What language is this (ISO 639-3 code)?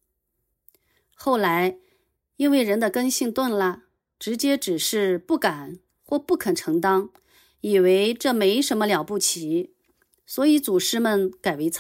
zho